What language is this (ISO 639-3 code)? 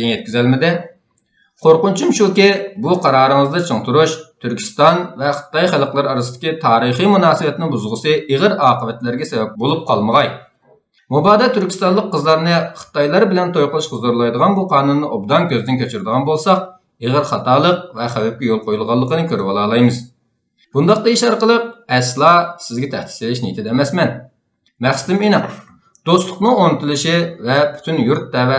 uig